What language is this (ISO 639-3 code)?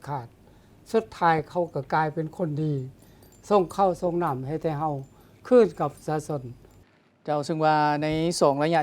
lao